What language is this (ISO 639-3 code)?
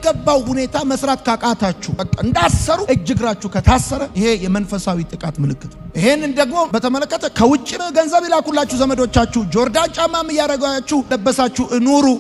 amh